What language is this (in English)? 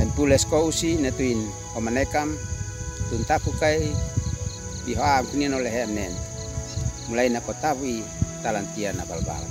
Uab Meto